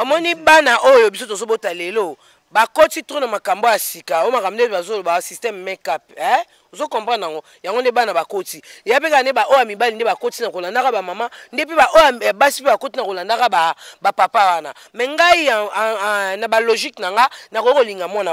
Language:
Lingala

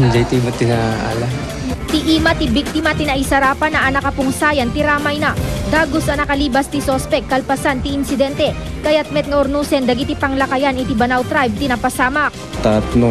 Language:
Iloko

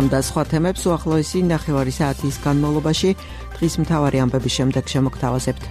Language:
Georgian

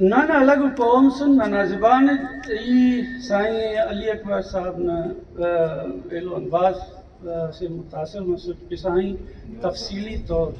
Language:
Brahui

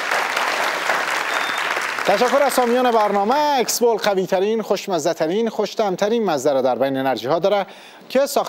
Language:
Persian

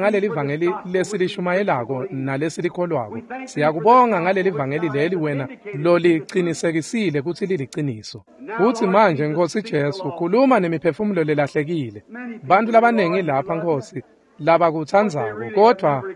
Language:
Swati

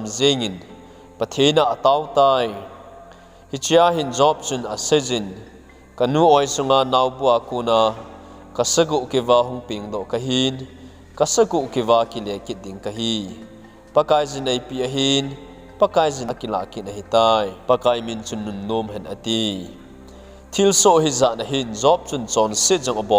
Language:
Thado Chin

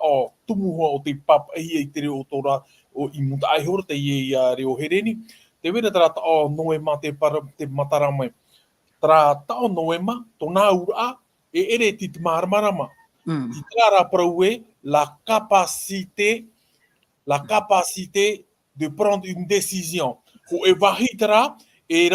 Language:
Tahitian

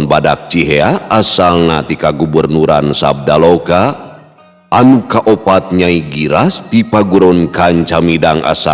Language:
Sundanese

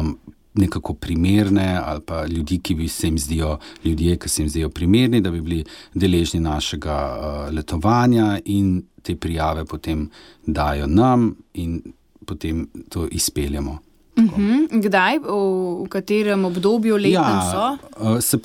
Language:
Slovenian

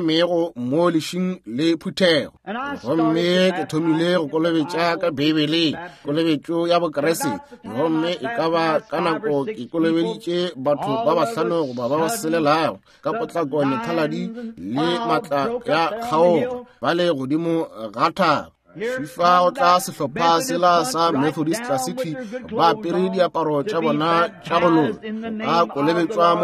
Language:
Northern Sotho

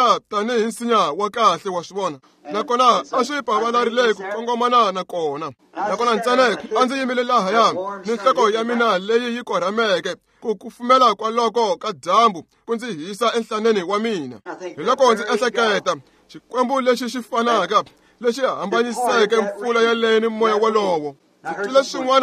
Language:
Tsonga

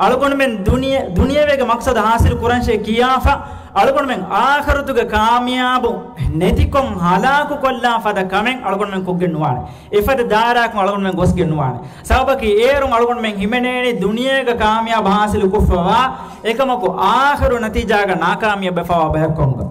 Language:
Divehi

